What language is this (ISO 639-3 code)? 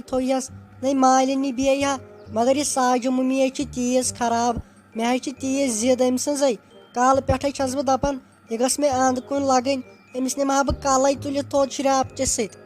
kas